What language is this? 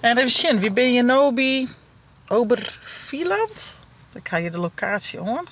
Western Frisian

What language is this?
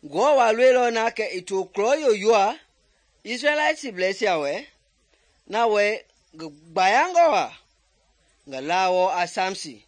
Mende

